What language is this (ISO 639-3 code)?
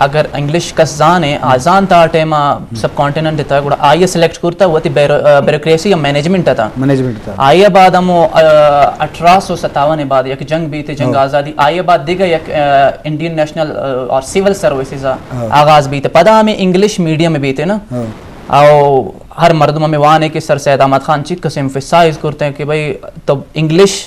bgp